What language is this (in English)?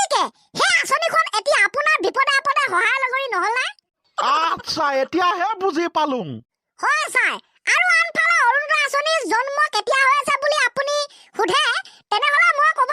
Assamese